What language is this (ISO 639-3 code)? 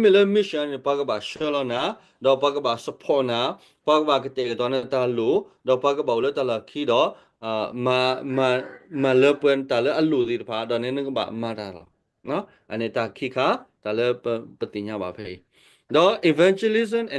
ksw